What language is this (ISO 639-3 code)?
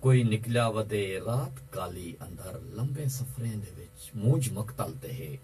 skr